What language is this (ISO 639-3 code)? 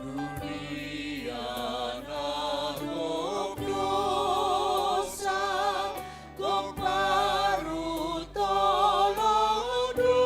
bts